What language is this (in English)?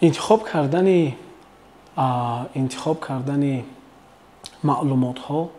Tajik